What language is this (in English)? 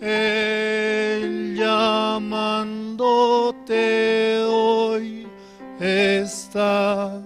Aymara